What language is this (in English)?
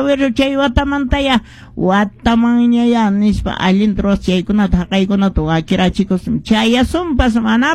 Quechua